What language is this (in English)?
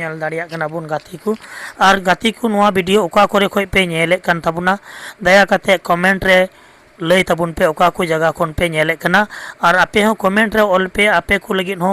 Santali